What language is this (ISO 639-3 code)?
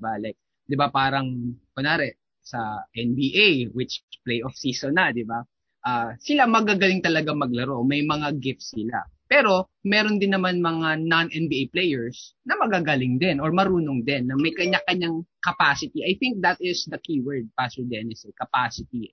fil